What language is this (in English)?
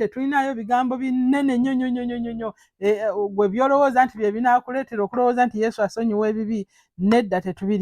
Ganda